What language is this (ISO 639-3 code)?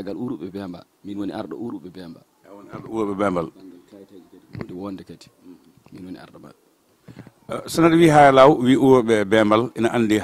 ful